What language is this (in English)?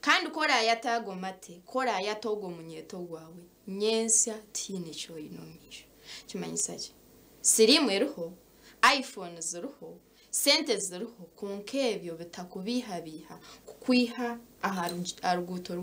Nyankole